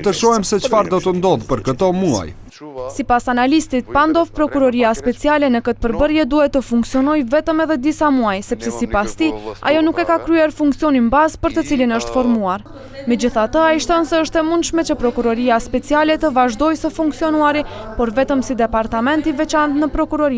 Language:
Albanian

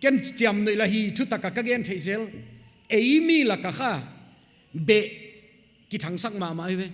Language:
Paite Chin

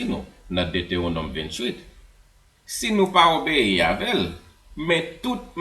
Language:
Haitian Creole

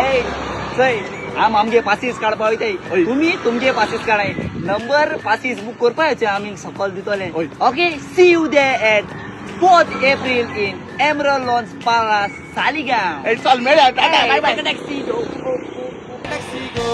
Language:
Konkani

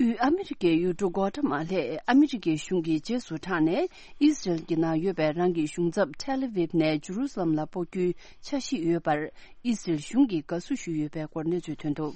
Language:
Tibetan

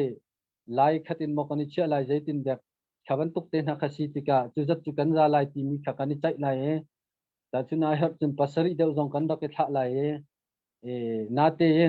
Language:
Hakha Chin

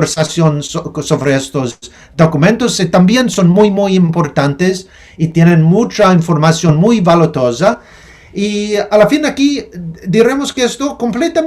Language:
Ladino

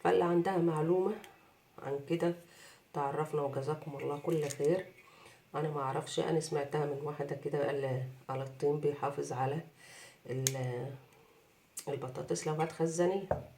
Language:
Egyptian Arabic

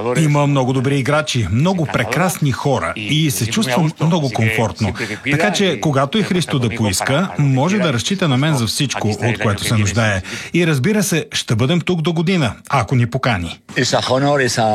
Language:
Bulgarian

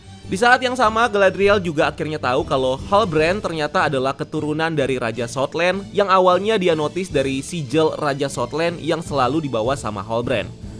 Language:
Indonesian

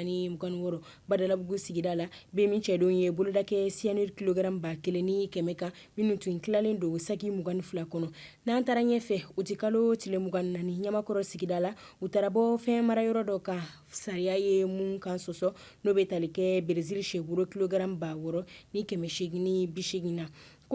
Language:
Bambara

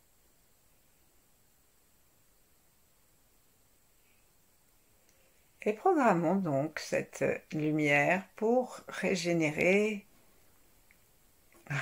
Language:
French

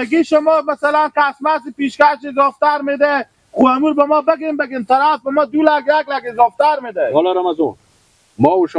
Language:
Persian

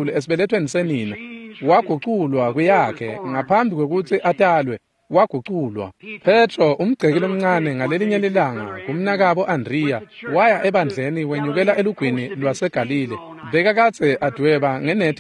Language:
Swati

